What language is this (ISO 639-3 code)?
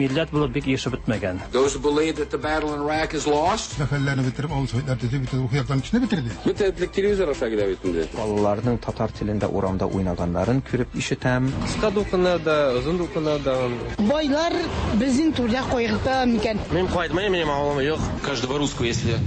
tat